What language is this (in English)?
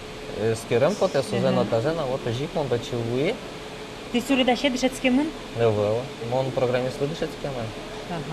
Udmurt